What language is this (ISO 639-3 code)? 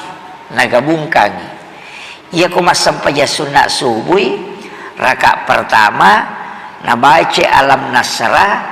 bug